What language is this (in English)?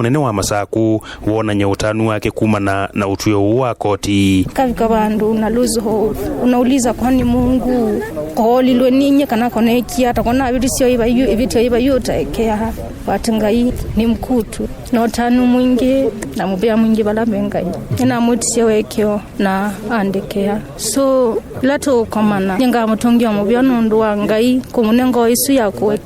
Kamba